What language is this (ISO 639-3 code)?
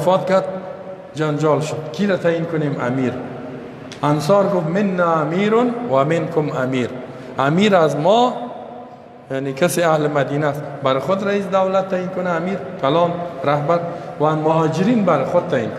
fas